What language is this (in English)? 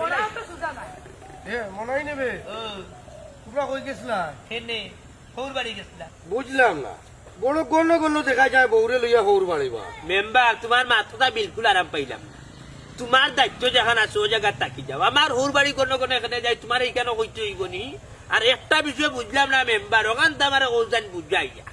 Sylheti